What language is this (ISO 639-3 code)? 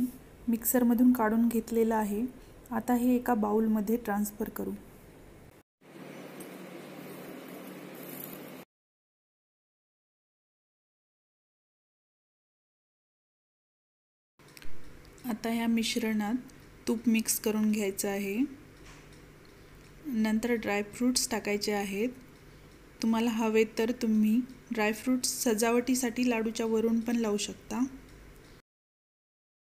mar